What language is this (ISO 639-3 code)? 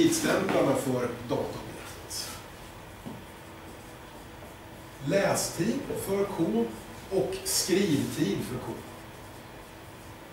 swe